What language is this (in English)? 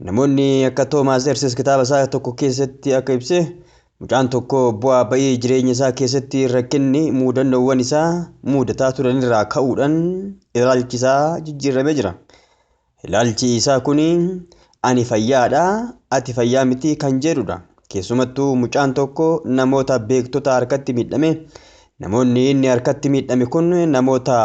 Oromo